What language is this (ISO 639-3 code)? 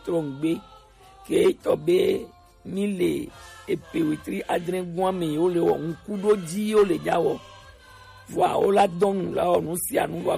gej